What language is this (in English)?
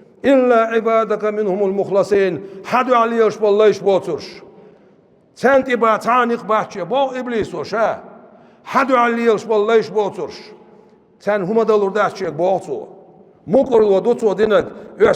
Chechen